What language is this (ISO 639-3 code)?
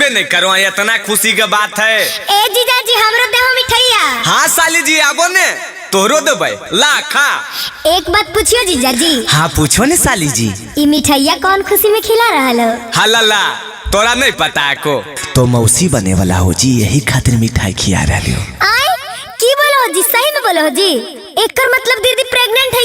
mag